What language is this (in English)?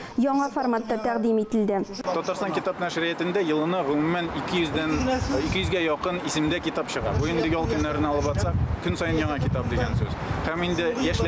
Tatar